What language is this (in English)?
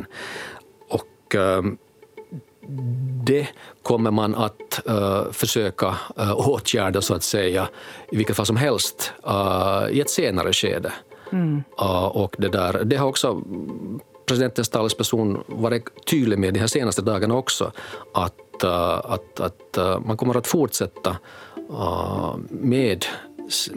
Swedish